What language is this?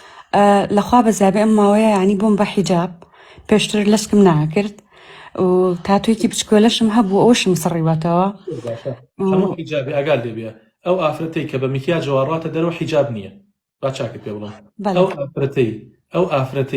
Central Kurdish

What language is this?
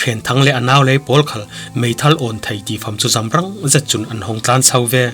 Falam Chin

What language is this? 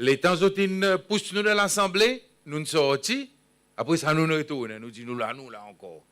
Seselwa Creole French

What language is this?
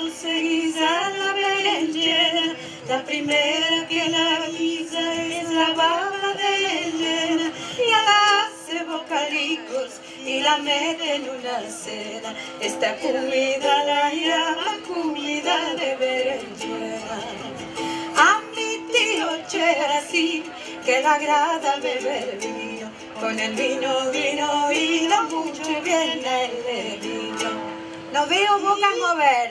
Ladino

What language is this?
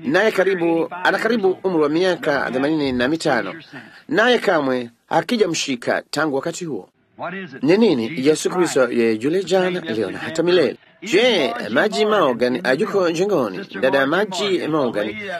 Swahili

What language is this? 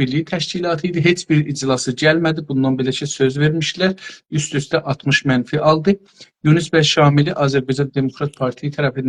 South Azerbaijani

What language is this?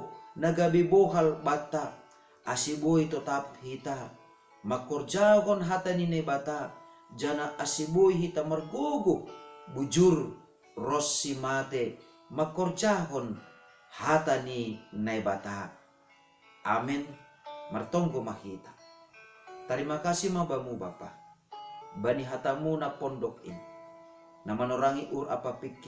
Batak Simalungun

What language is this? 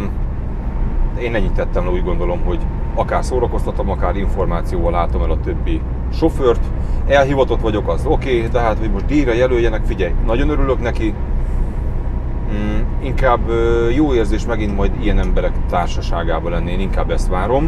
Hungarian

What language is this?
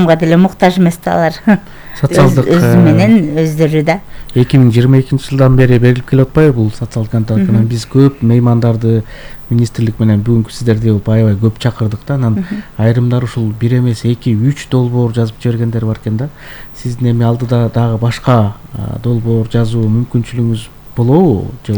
Kyrgyz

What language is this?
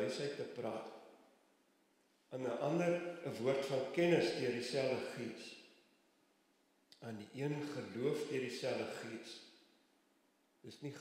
Afrikaans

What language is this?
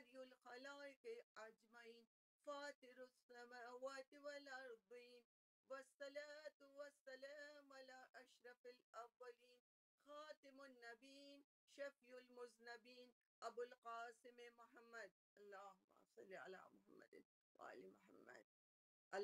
Urdu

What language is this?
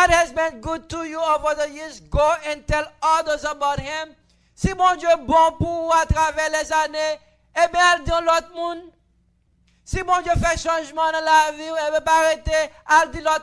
Haitian Creole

